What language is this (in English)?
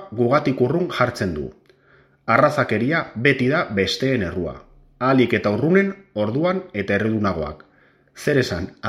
Basque